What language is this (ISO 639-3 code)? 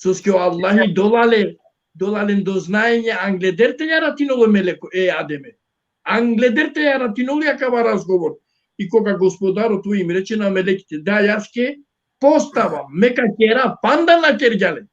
rmn